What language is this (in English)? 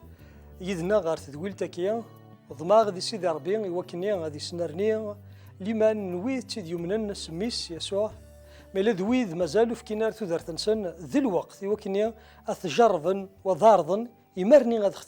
Kabyle